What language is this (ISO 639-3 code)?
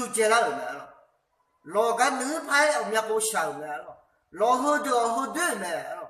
ahk